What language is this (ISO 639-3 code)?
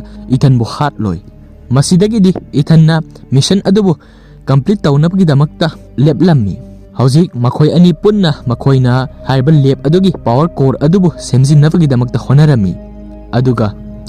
mni